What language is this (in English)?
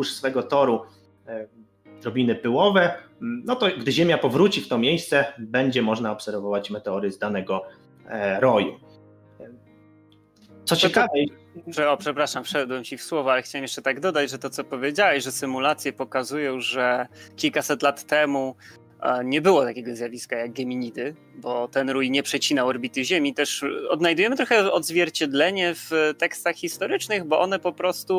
Polish